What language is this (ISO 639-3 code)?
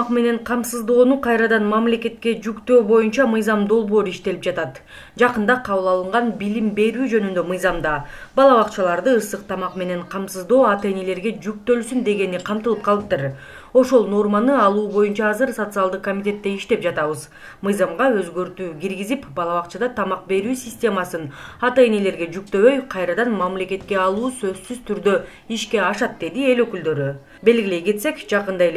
kir